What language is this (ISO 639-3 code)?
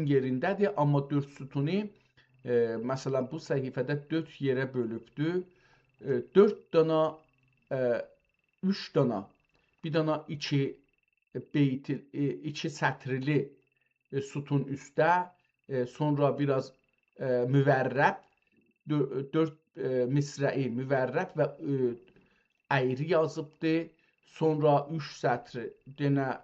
azb